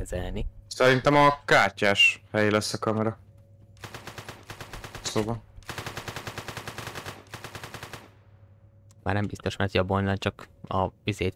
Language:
Hungarian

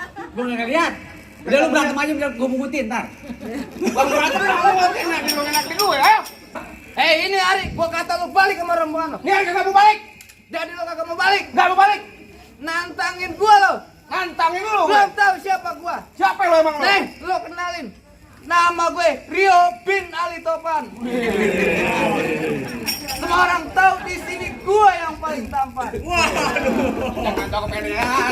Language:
Betawi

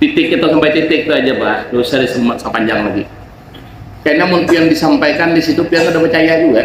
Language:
Banjar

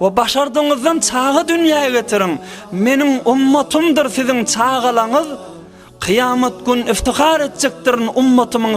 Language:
Turkmen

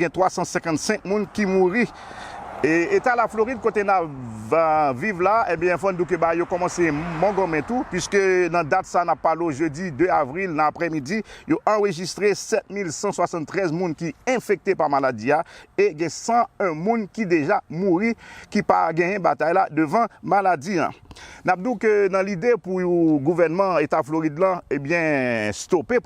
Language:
Haitian Creole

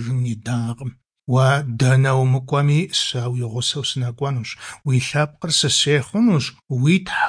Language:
Kabardian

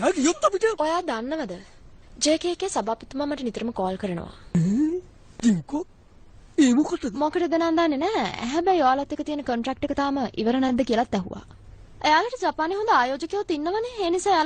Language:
Sinhala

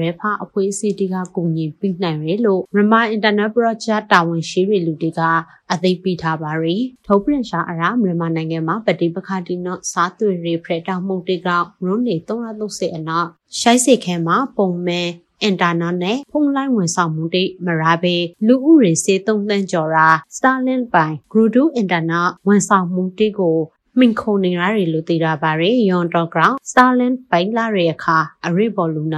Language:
Burmese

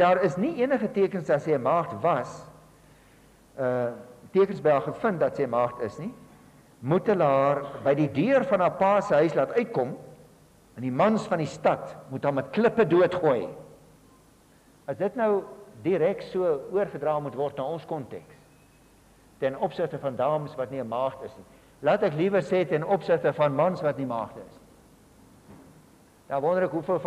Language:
Afrikaans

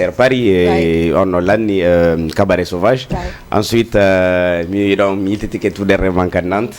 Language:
Fula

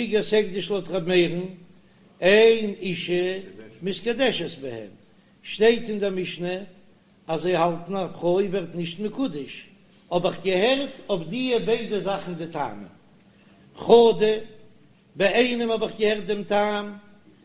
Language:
Yiddish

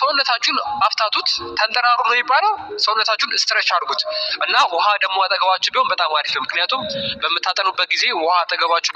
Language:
Amharic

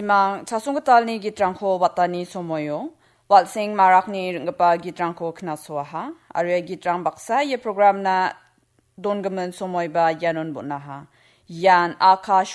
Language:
Garo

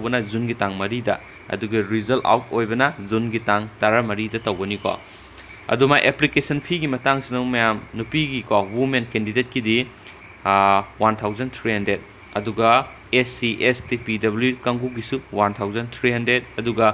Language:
Manipuri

